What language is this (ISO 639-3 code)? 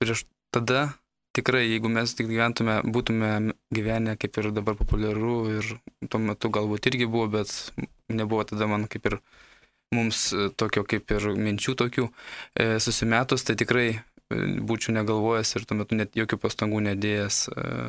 lit